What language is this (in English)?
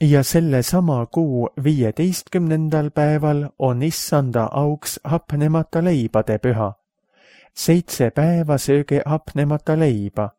Estonian